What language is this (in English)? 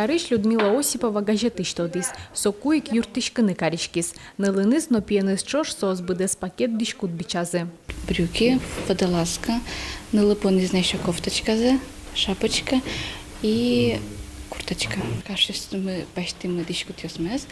Udmurt